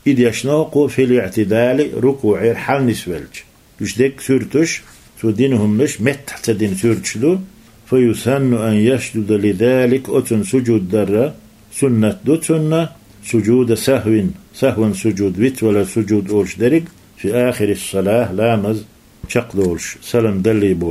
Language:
Chechen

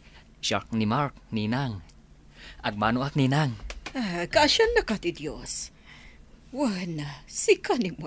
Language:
Iloko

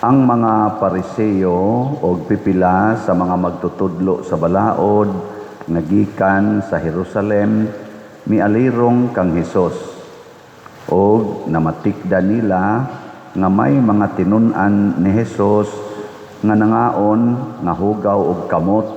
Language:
Cebuano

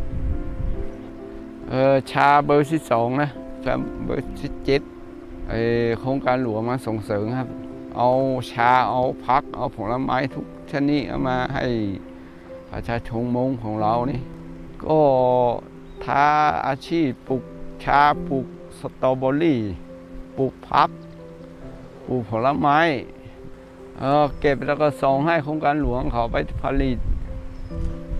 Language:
Thai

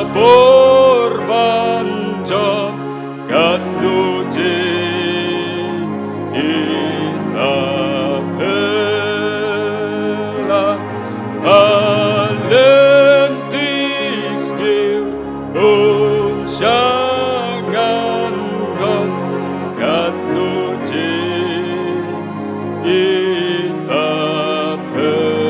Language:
Khasi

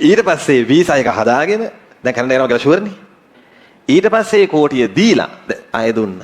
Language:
Sinhala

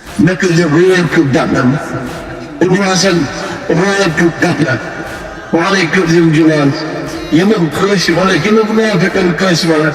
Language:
Kashmiri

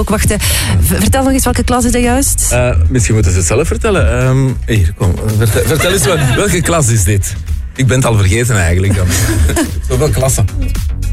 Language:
Dutch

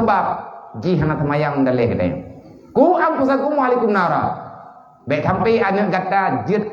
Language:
Achinese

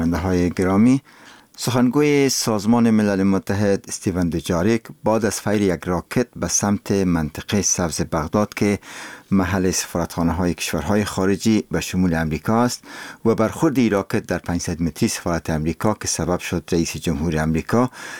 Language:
Persian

